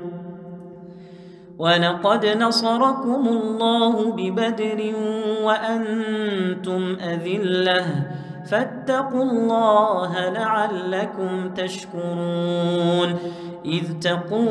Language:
Arabic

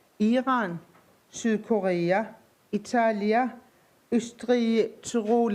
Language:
Kalaallisut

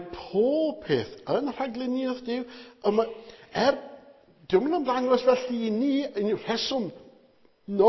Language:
Welsh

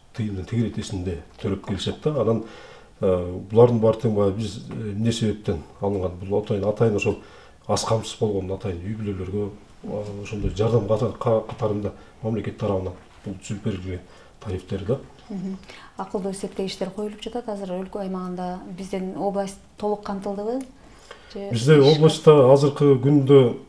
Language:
Kyrgyz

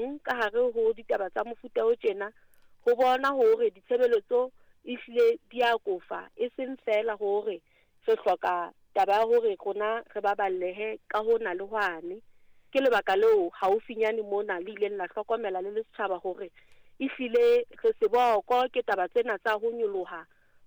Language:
Southern Sotho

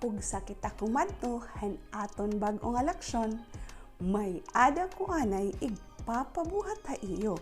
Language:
Waray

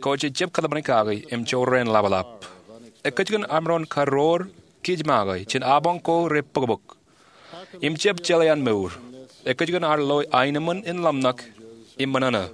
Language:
Marshallese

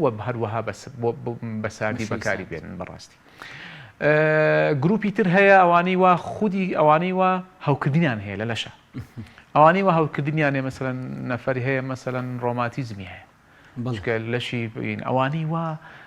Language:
Central Kurdish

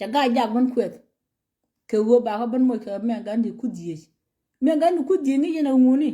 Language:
Nuer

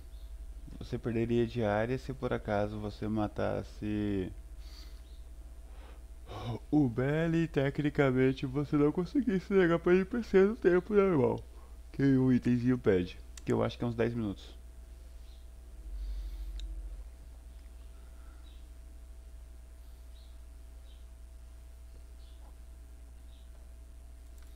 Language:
Portuguese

